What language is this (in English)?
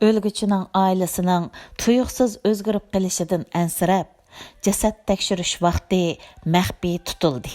Uyghur